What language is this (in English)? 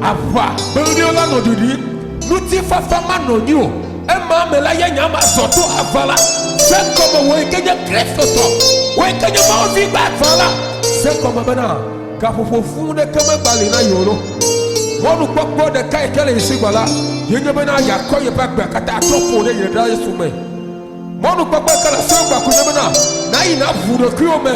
Ewe